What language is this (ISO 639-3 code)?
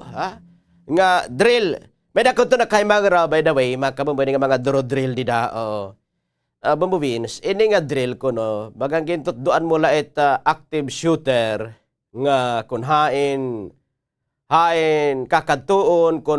war